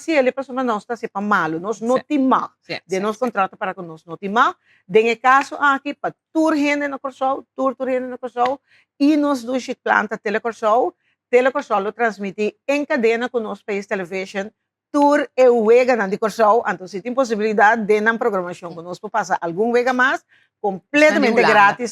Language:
Papiamento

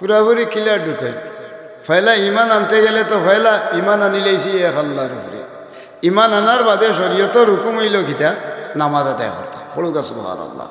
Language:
Sylheti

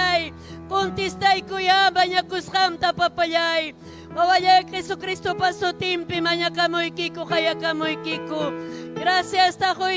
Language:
Ayacucho Quechua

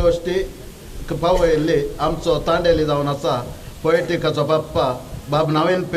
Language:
Konkani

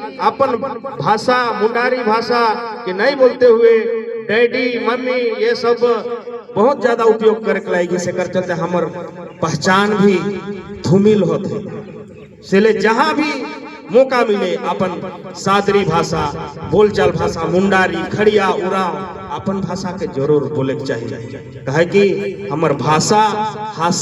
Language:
Sadri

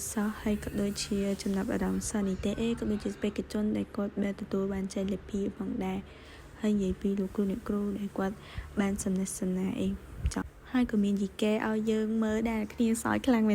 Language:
Khmer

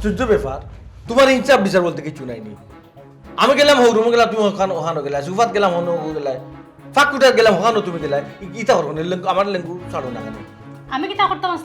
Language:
Sylheti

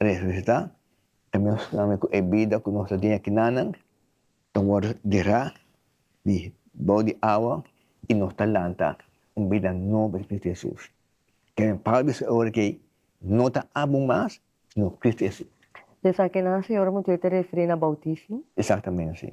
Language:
Papiamento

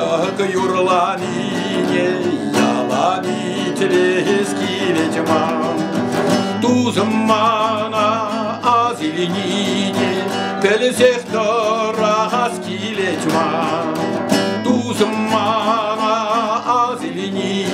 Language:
Chuvash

